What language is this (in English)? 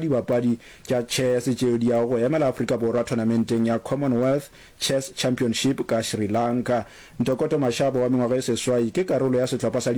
Northern Sotho